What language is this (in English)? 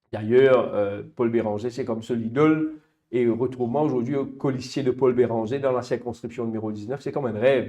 Morisyen